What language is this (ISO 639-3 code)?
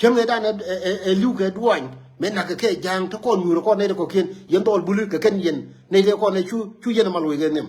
nus